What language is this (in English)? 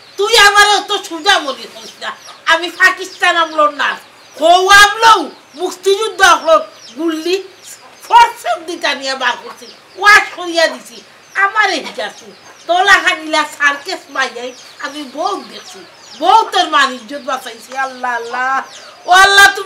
Sylheti